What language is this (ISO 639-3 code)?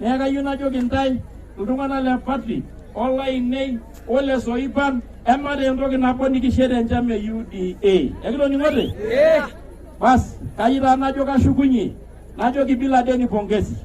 mas